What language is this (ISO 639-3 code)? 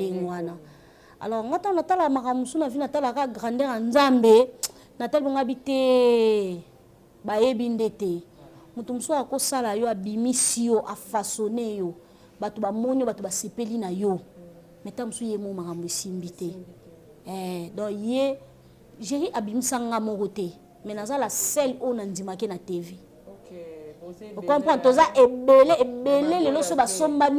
lin